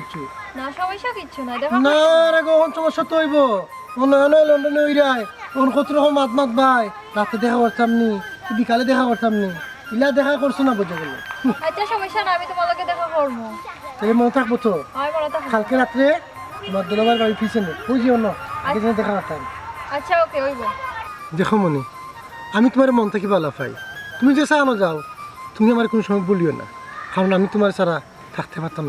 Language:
Sylheti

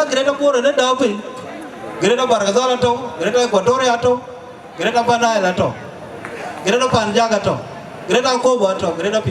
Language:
Dinka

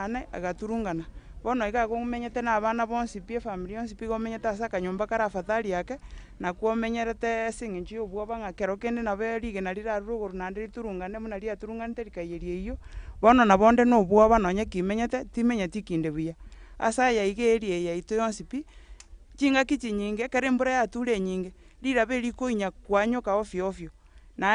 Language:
Gusii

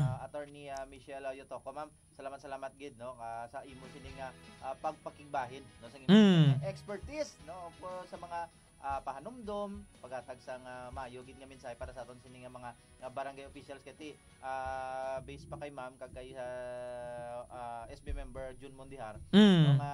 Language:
Hiligaynon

